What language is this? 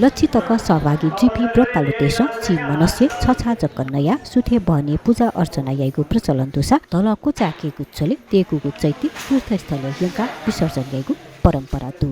Newari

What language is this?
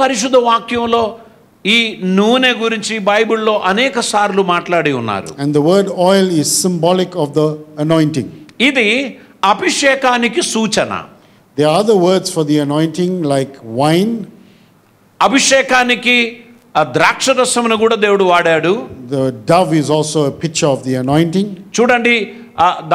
Telugu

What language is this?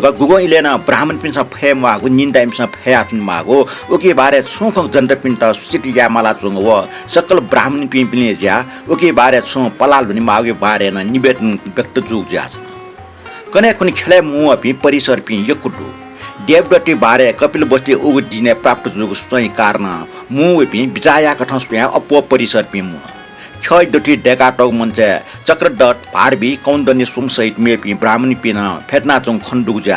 Newari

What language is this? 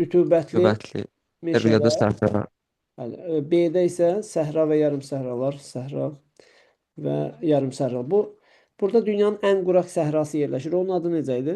Azerbaijani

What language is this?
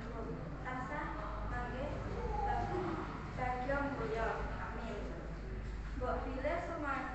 Javanese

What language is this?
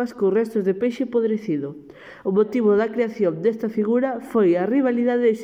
Galician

